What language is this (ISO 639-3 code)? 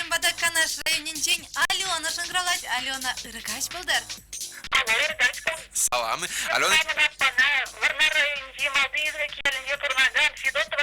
chv